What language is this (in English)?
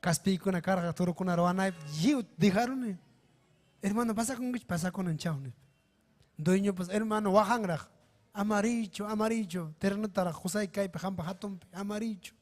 Ayacucho Quechua